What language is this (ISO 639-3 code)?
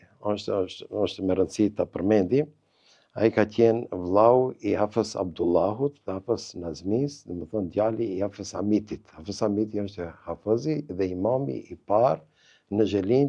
sqi